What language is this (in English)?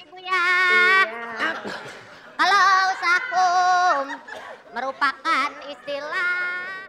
Betawi